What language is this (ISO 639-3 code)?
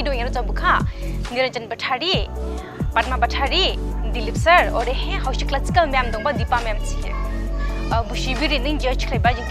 dis